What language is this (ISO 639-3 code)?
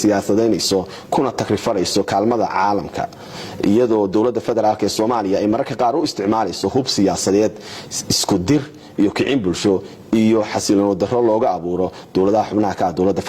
som